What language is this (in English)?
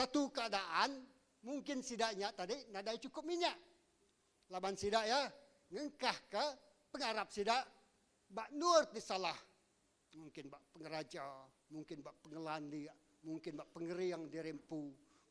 Iban